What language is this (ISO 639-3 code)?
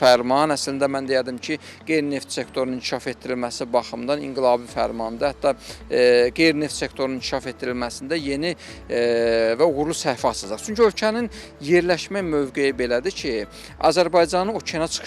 aze